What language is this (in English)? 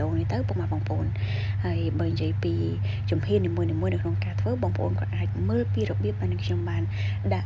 Khmer